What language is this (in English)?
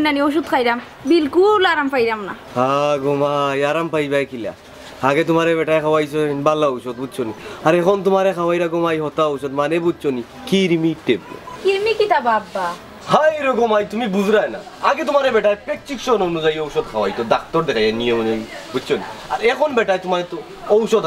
Sylheti